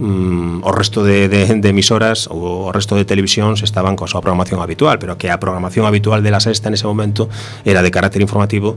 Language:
Galician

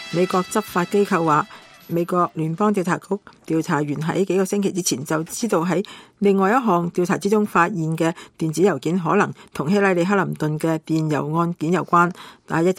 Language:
Cantonese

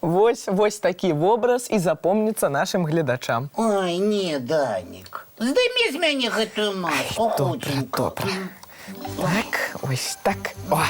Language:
Belarusian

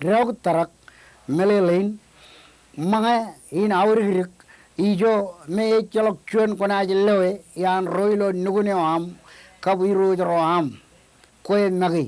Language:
Marshallese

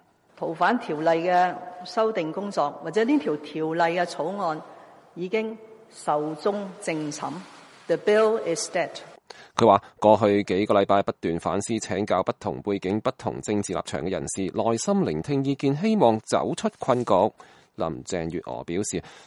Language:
Cantonese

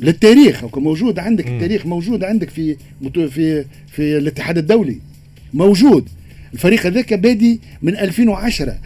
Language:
Tunisian Arabic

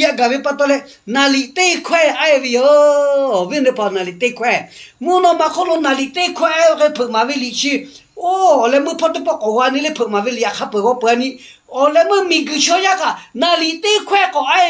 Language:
Lahu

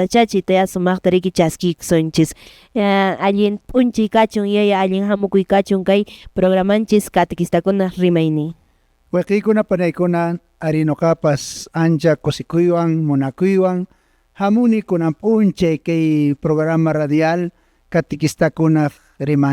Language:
Quechua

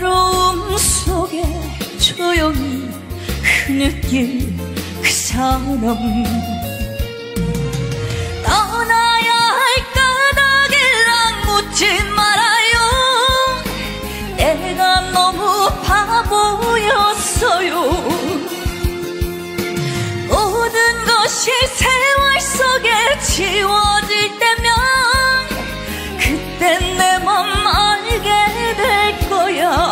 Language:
Korean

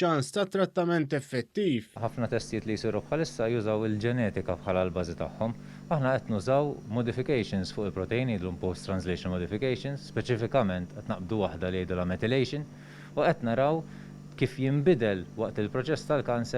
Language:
Maltese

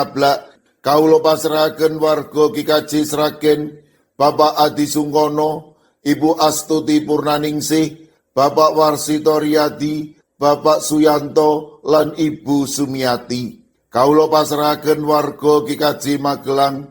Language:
Javanese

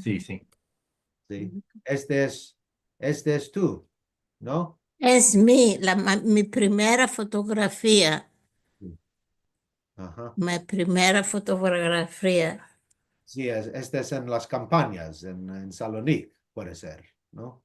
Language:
Ladino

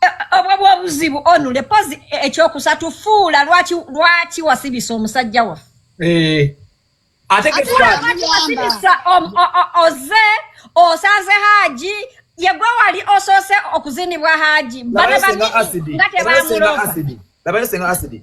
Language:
Ganda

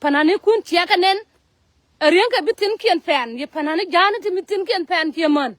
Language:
Nuer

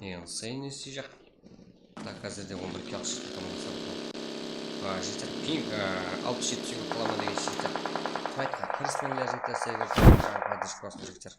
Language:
Kara-Kalpak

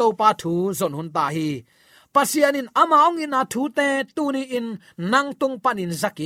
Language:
Tedim Chin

